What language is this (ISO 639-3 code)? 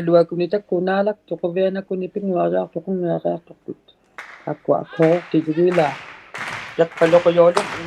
iku